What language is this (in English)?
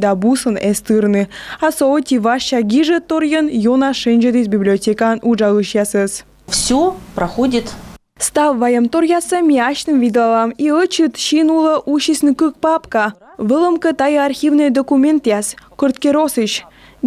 Komi